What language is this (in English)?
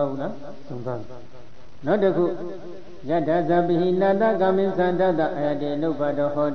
Burmese